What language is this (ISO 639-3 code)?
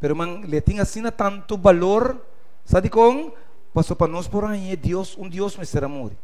pap